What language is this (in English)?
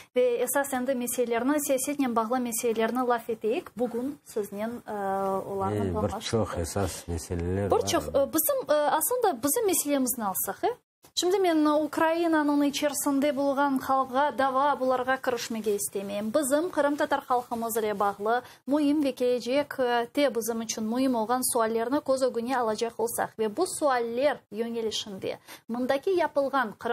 Crimean Tatar